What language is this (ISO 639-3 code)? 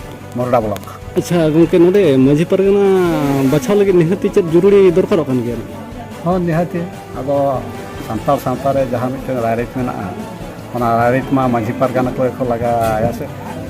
sat